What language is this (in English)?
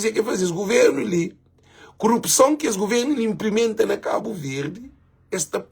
Kabuverdianu